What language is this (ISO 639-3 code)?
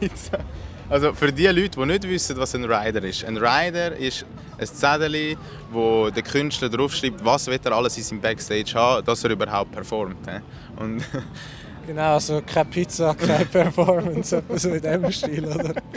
gsw